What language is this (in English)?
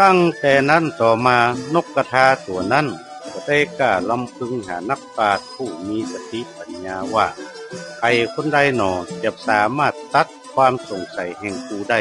Northern Thai